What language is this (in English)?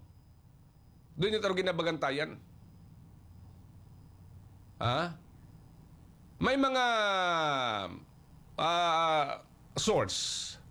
Filipino